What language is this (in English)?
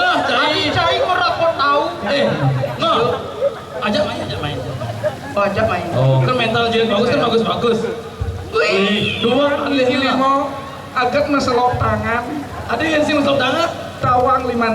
Balinese